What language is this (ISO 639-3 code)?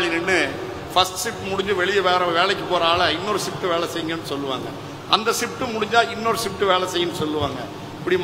tam